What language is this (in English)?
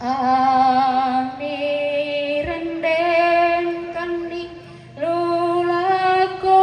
Toraja-Sa'dan